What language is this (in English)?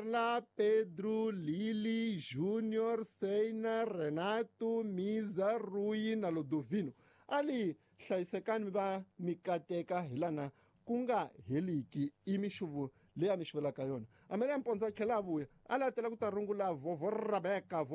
Tsonga